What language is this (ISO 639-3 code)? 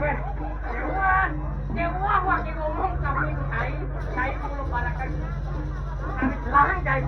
ban